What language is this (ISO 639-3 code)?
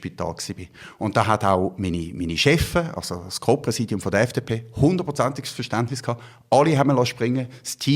gsw